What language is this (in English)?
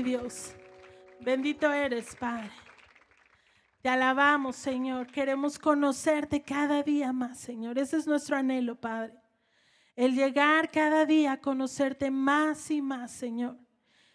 Spanish